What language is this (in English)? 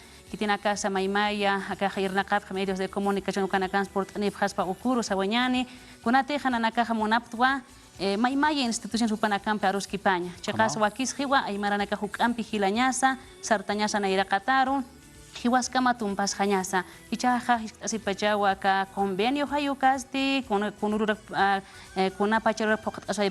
Aymara